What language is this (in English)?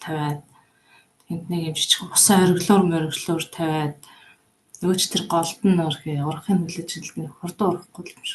Mongolian